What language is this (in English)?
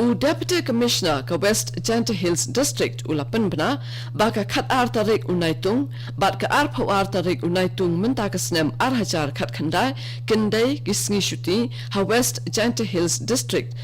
Khasi